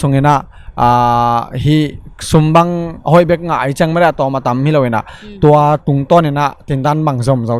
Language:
Tedim Chin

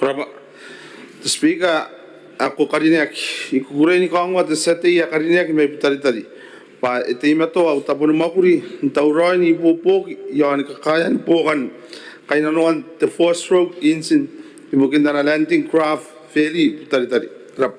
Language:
Gilbertese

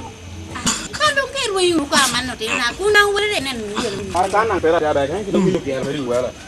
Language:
Lango (Uganda)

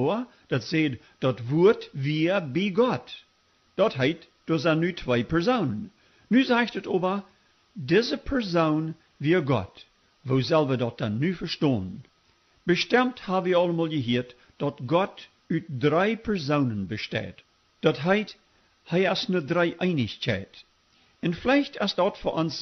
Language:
Plautdietsch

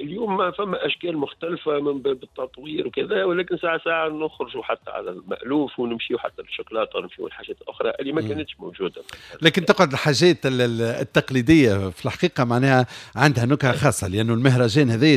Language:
Tunisian Arabic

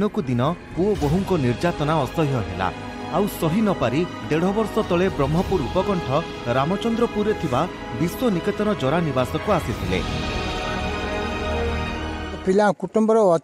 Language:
Odia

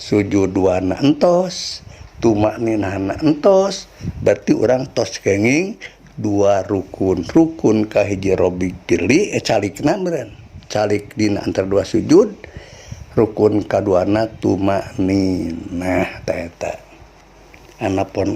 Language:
Sundanese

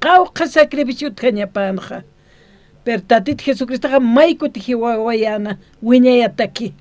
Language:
Aymara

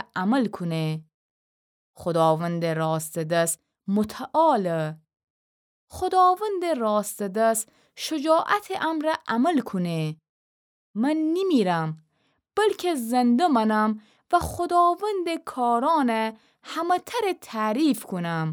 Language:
Gilaki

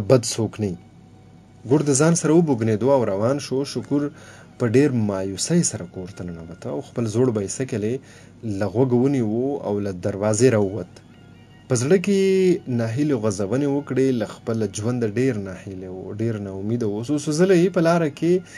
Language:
Pashto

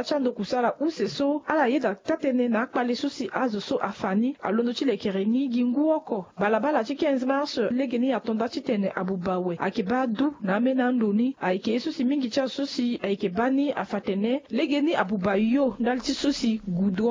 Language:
Sango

